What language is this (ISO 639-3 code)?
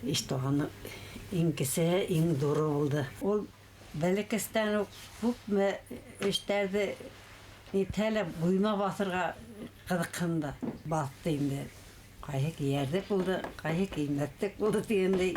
bak